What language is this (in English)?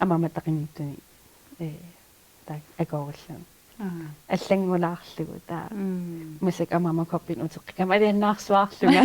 Kalaallisut